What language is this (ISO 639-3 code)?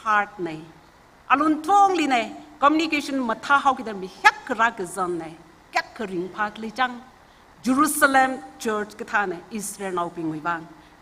nmf